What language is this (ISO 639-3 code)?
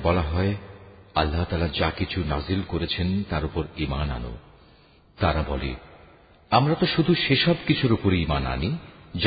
ben